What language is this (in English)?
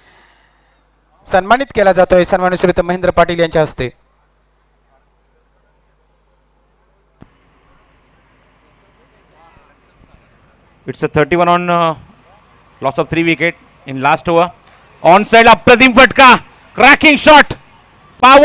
Marathi